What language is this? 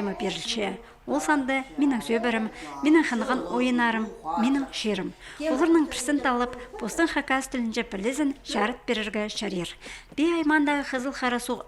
Khakas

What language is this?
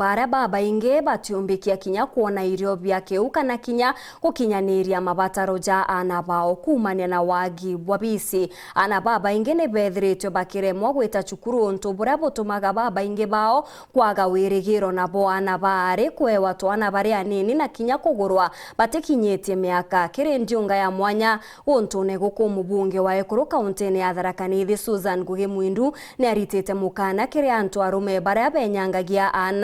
Meru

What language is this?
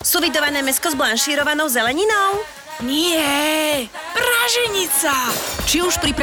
Slovak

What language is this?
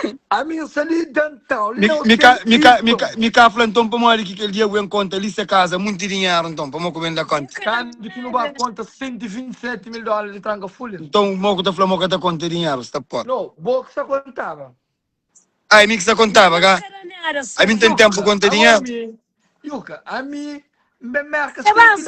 Kabuverdianu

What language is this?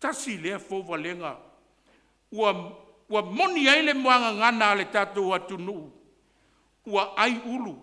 Samoan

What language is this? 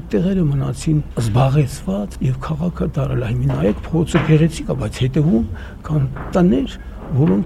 Armenian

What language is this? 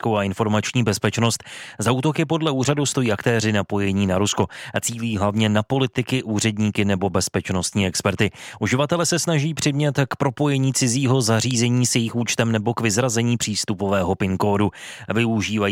Czech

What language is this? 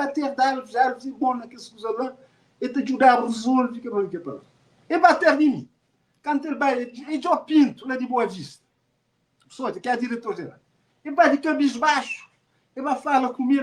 Kabuverdianu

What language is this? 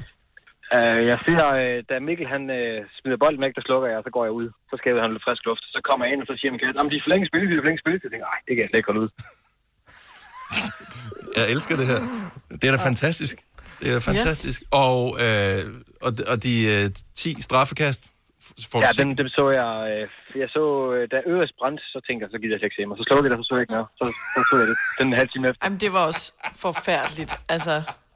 Danish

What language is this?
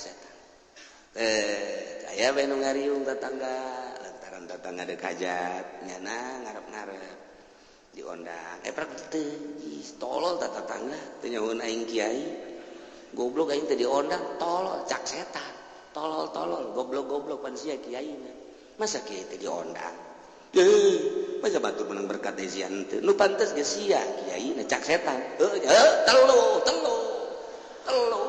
Sundanese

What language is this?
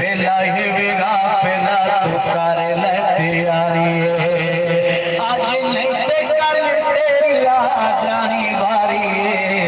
Saraiki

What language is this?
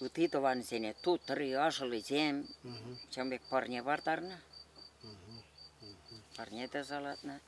Chuvash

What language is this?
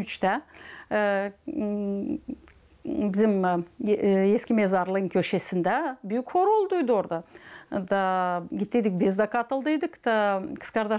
Gagauz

